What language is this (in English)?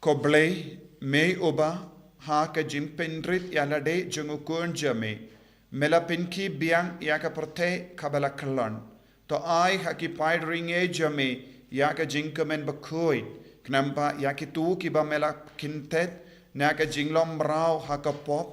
Khasi